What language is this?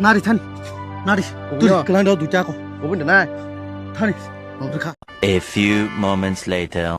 Kok Borok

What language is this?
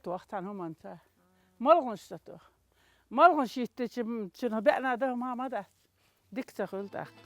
Chechen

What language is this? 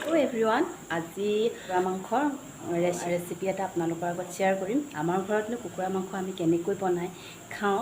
Assamese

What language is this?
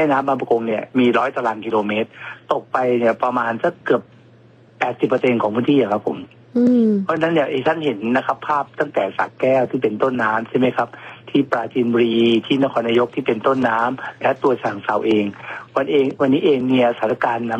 Thai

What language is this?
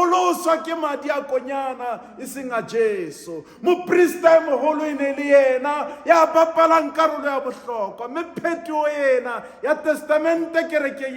Southern Sotho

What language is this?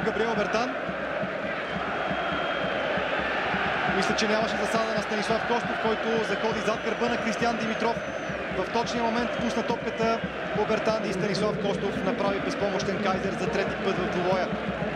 Bulgarian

